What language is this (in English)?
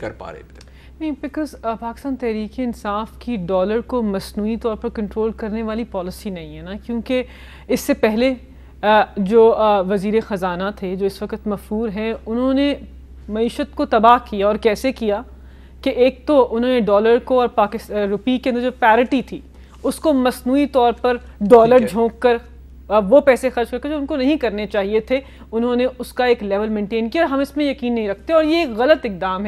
Urdu